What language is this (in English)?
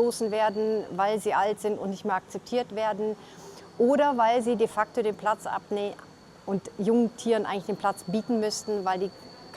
Swiss German